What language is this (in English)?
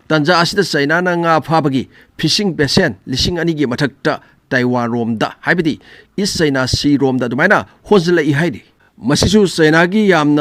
Manipuri